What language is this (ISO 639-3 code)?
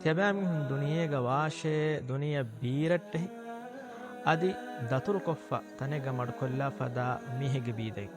div